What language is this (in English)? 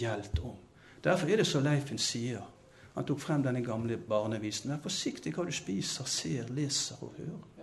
Norwegian